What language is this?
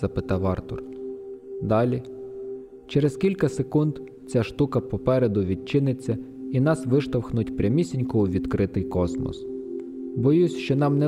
Ukrainian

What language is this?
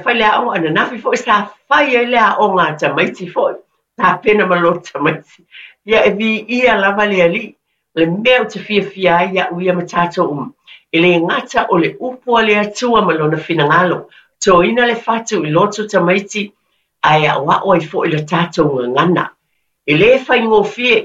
Samoan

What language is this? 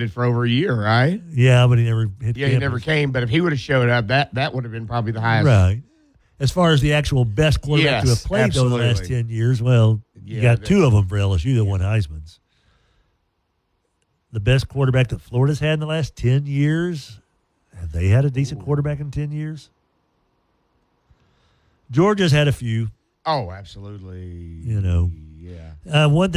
English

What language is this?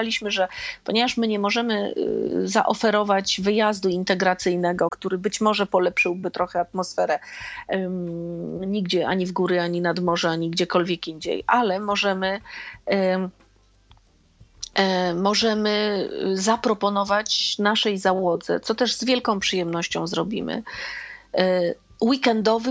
Polish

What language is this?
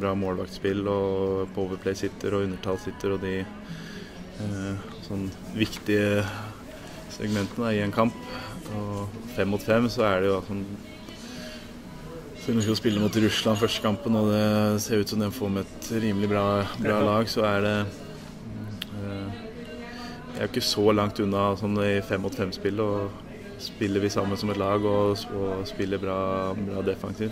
Norwegian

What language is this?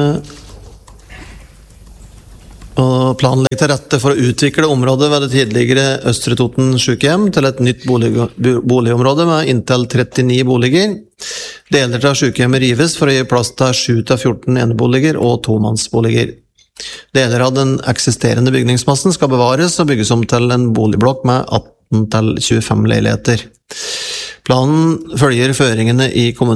Norwegian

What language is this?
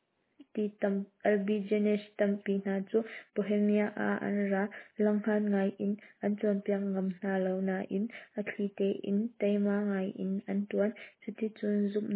Hakha Chin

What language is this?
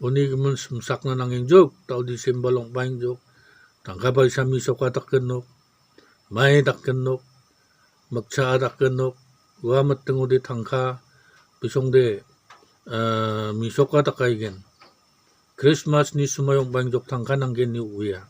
Garo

